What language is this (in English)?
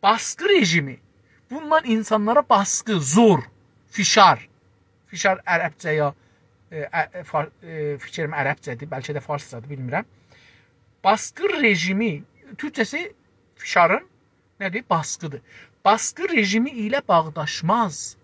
South Azerbaijani